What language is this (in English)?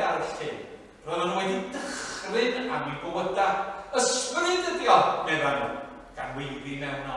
Welsh